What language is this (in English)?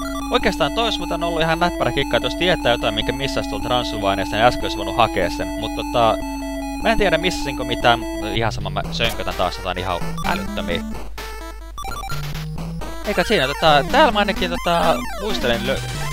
Finnish